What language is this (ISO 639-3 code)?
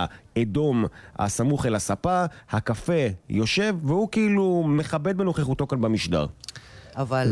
heb